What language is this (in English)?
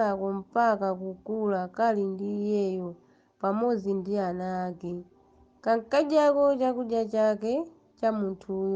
Nyanja